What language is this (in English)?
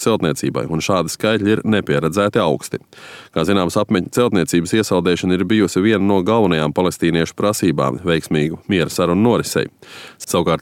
Latvian